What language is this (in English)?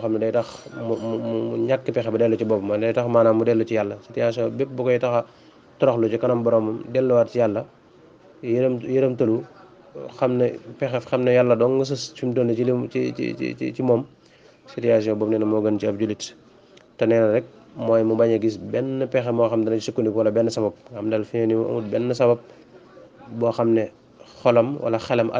Wolof